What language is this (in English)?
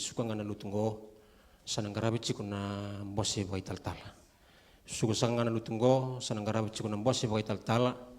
Fijian